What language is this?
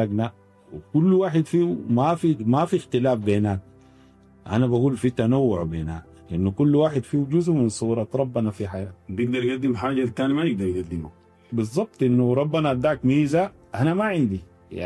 Sudanese Arabic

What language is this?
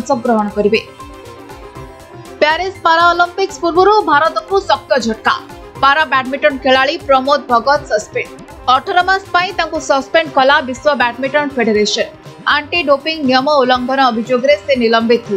Odia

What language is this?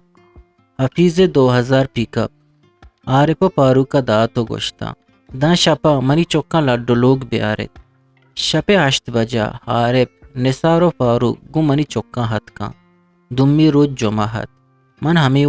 Eastern Balochi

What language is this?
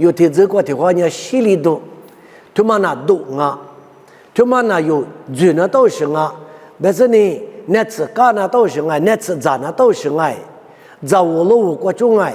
Lisu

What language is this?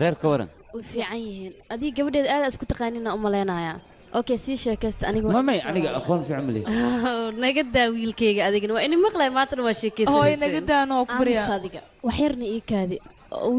Somali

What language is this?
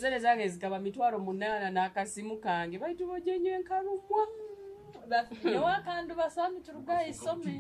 Nyoro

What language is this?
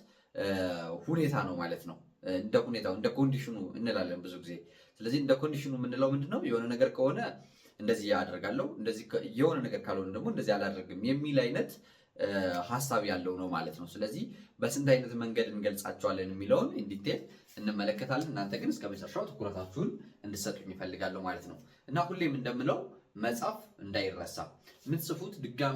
Amharic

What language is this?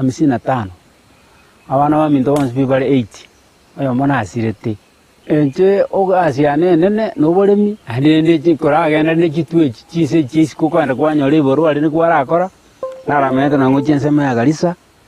Gusii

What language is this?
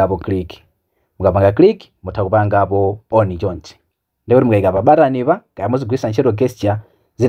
Nyanja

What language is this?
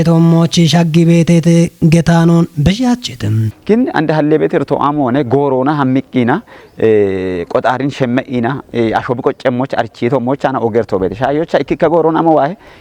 Kafa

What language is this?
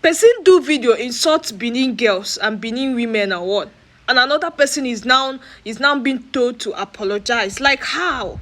Nigerian Pidgin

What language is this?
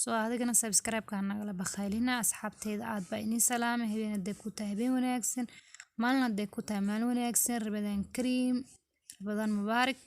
Somali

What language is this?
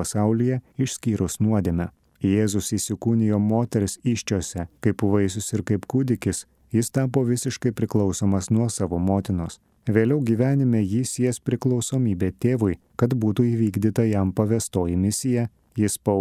Lithuanian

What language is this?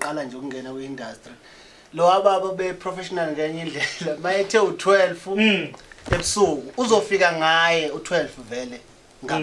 Zulu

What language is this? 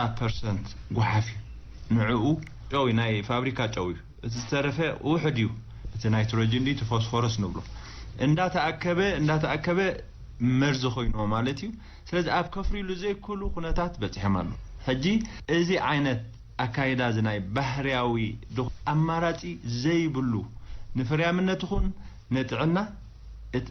Tigrinya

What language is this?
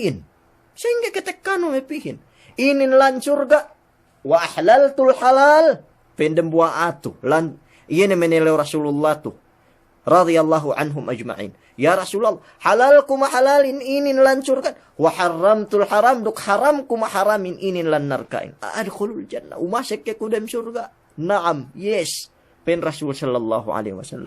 Yakan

